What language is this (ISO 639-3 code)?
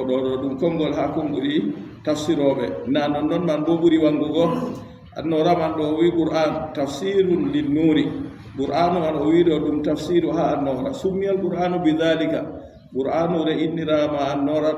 ful